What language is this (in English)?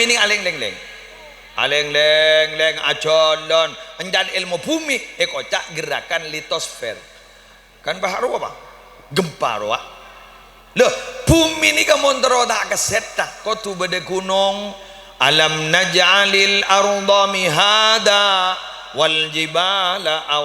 Madurese